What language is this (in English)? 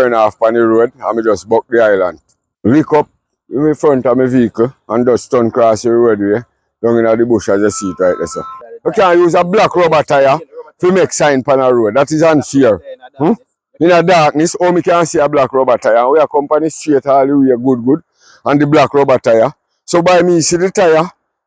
Jamaican Creole English